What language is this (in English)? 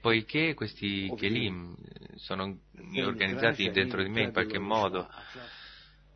Italian